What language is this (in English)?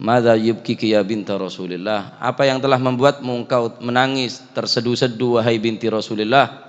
Madurese